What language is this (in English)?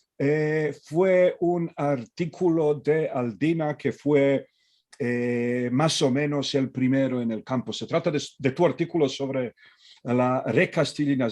Ladino